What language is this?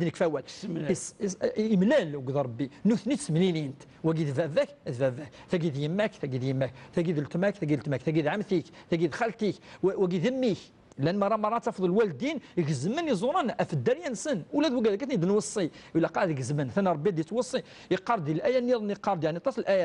Kabyle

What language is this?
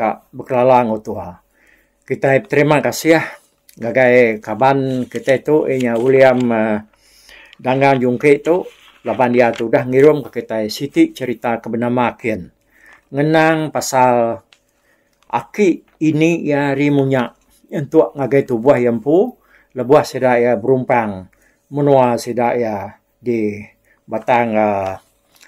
Iban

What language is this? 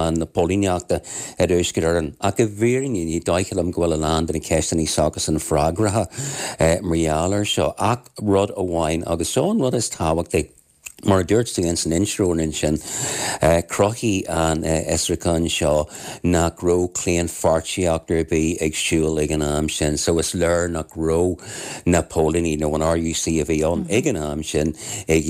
Irish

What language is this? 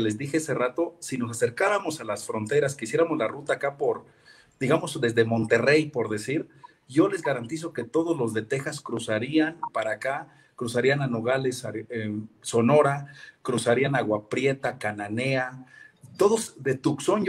Spanish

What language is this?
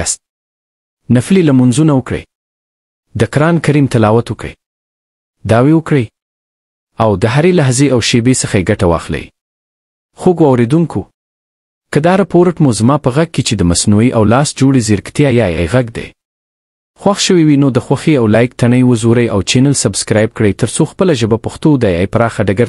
Pashto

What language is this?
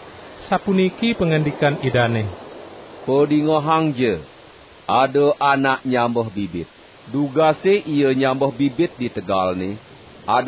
Balinese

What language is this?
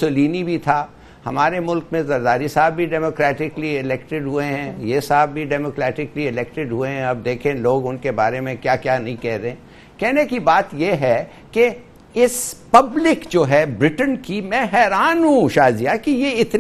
Urdu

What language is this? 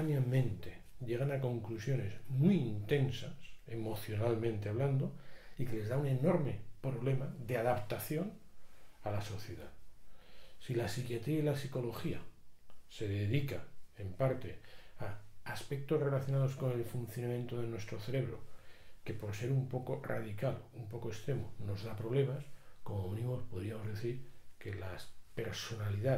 Spanish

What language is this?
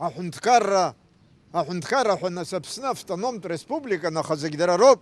Abkhazian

